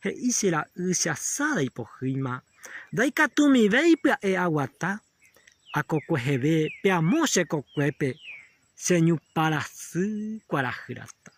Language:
Guarani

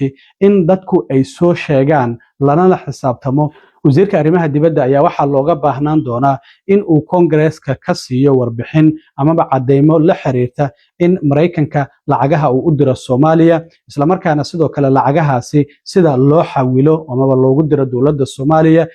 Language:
Somali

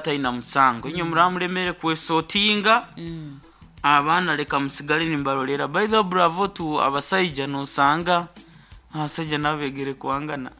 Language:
Nyankole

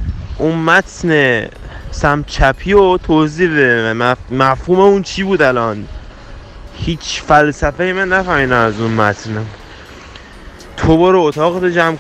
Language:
Persian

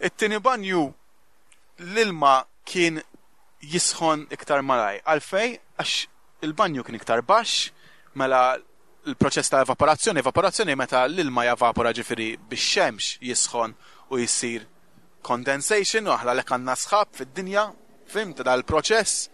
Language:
Maltese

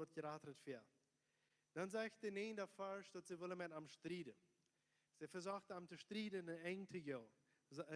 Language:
Plautdietsch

